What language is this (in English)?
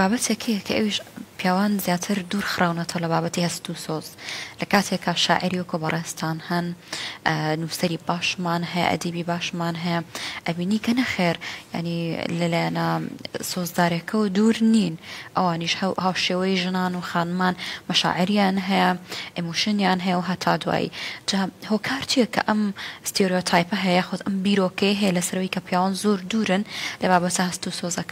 Central Kurdish